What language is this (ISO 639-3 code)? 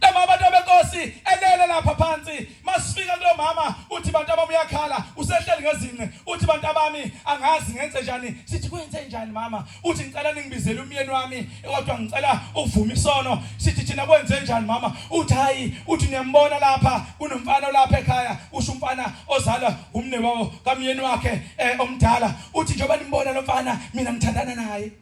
zul